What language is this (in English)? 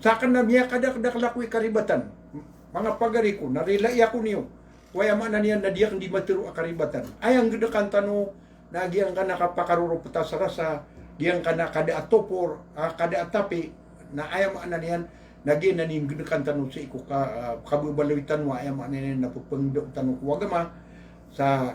Maranao